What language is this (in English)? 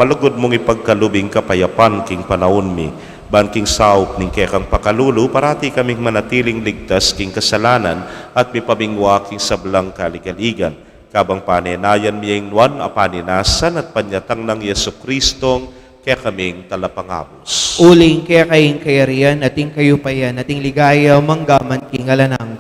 Pampanga